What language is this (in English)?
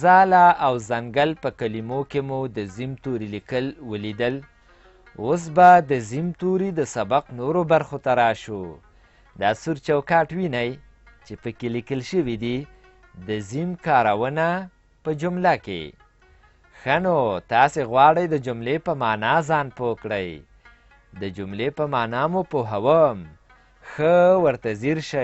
Pashto